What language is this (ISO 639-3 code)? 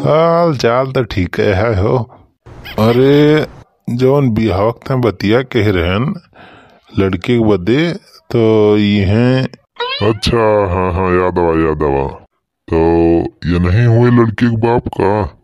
awa